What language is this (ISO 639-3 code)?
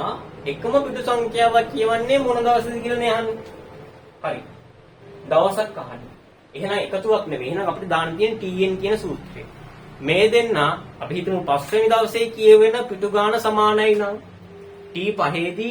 sin